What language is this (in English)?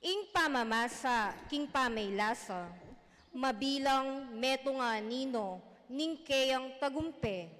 Pampanga